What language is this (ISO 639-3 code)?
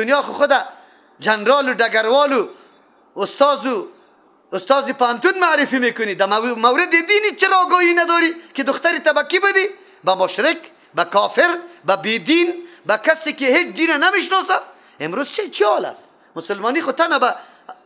fas